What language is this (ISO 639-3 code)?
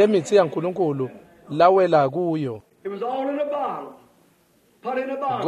ssw